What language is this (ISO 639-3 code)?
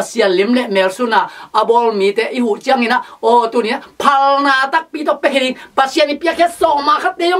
ctd